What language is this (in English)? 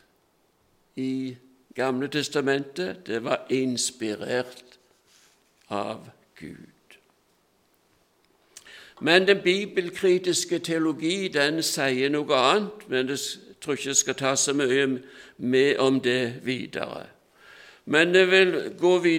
Norwegian